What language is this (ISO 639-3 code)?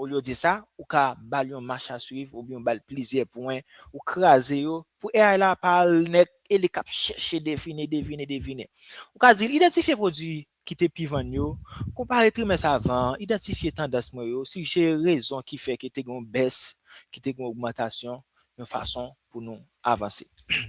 hat